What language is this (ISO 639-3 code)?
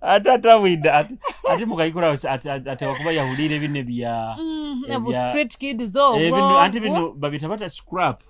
nyo